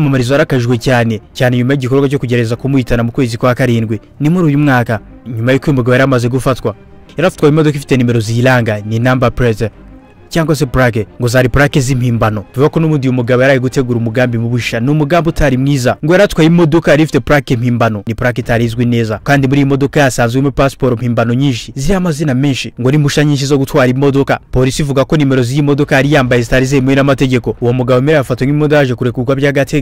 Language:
Kinyarwanda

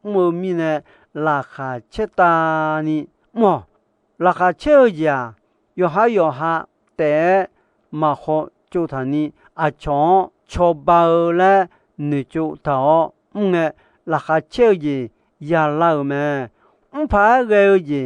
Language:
Akha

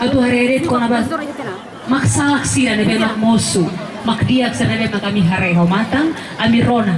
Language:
Tetum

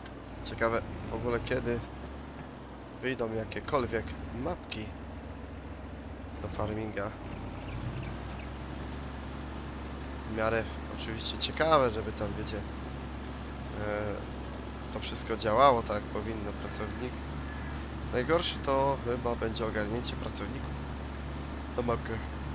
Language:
Polish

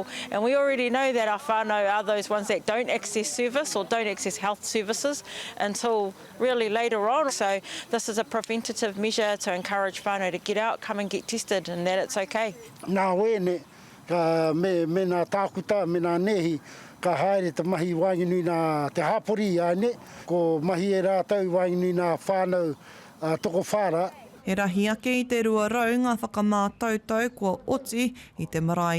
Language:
Māori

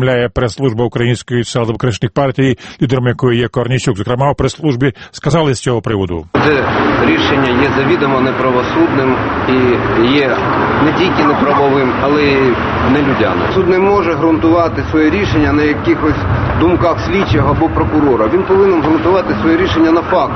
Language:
Ukrainian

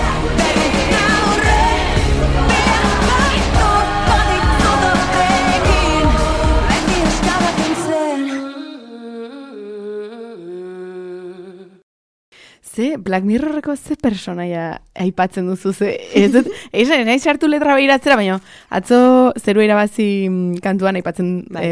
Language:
Basque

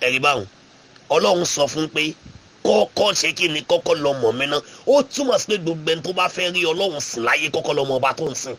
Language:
Yoruba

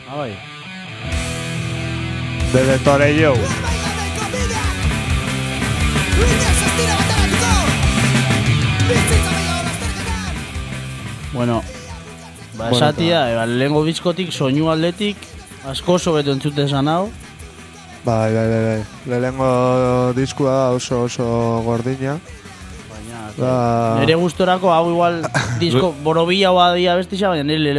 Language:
Basque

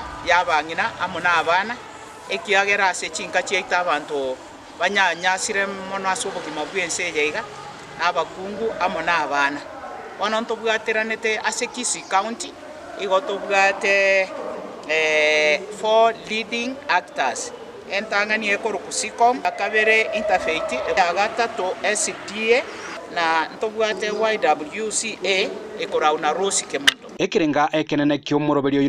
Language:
Gusii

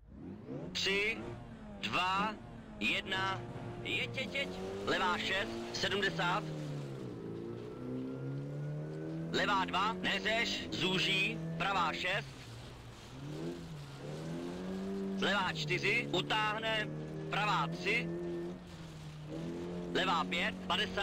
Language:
Czech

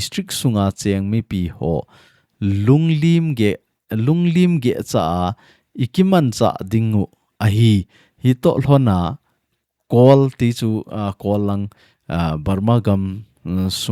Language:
Thado Chin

